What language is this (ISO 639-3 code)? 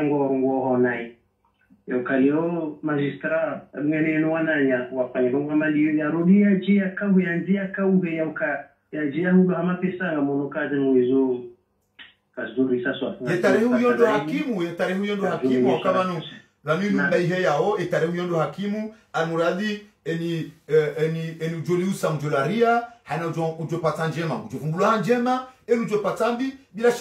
swa